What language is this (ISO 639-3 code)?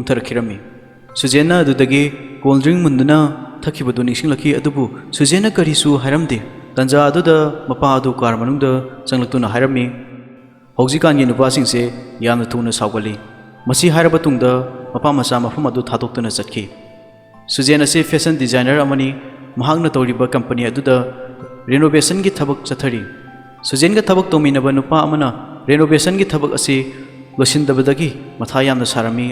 mni